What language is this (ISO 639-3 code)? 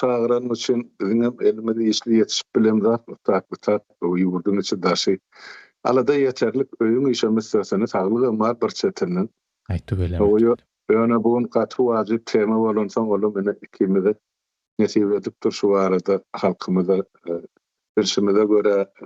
tuk